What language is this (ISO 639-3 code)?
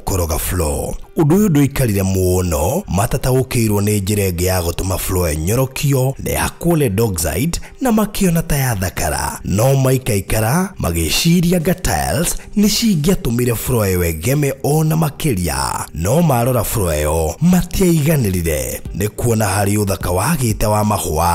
kik